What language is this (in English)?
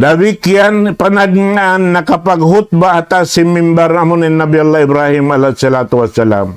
Tausug